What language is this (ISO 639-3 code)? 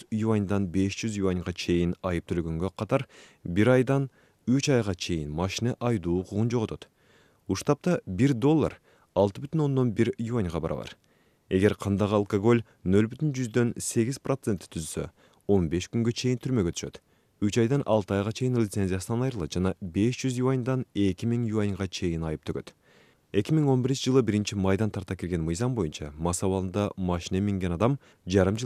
kir